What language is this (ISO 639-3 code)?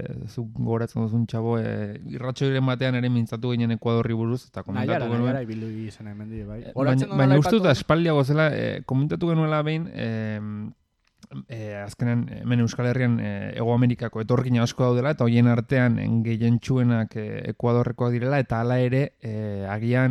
eus